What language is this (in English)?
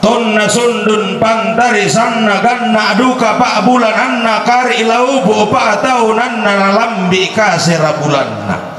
Toraja-Sa'dan